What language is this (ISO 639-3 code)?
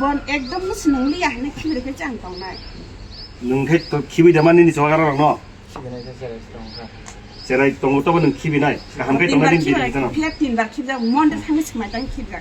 trp